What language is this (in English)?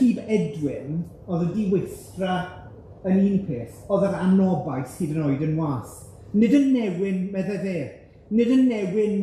Welsh